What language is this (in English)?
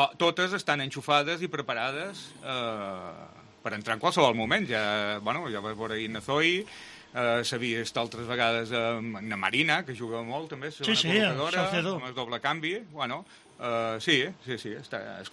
Catalan